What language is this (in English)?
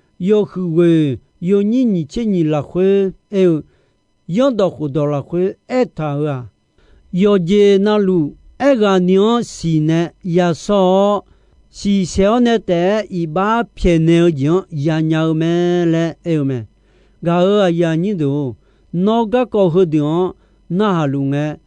Akha